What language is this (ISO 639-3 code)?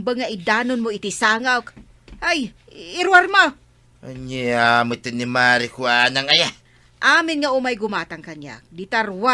ilo